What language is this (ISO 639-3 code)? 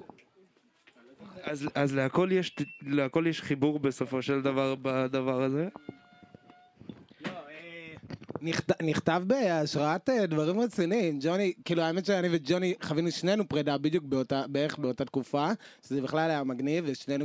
heb